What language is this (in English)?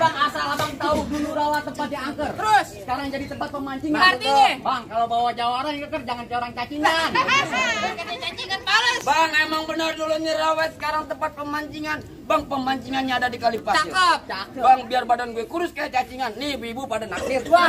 Betawi